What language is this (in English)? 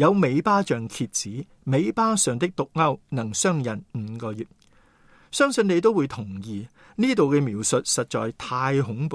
Cantonese